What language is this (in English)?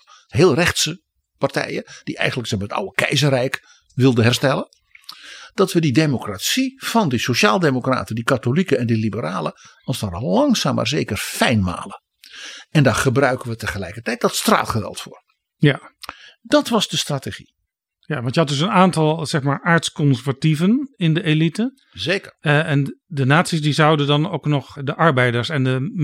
Dutch